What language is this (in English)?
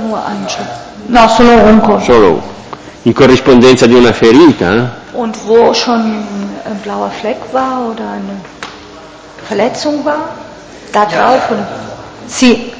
Italian